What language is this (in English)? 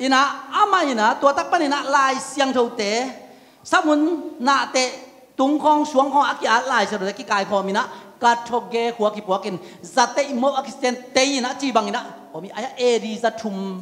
Tedim Chin